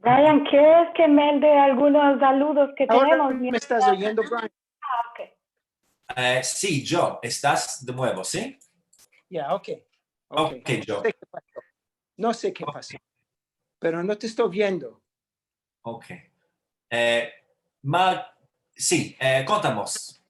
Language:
Ladino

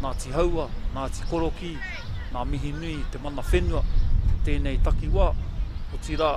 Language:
Māori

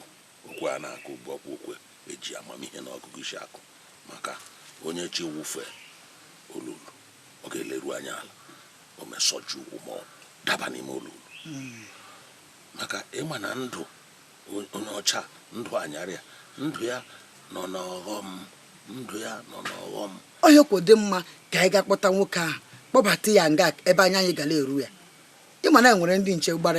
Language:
Igbo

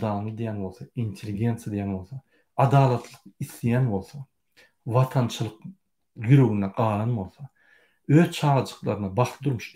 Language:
Turkmen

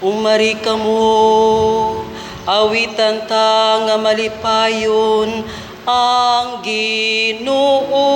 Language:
Cebuano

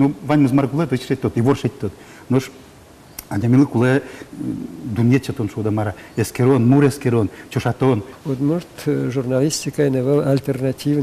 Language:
Udmurt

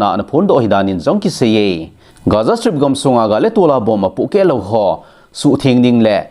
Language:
Thado Chin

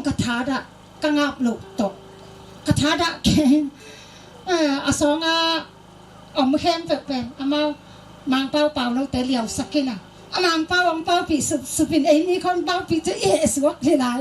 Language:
Tedim Chin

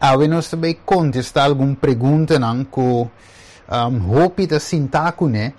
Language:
Papiamento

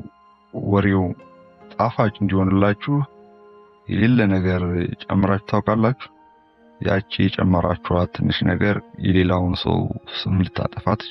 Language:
Amharic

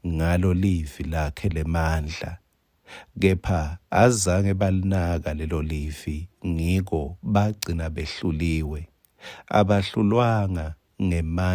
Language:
Swati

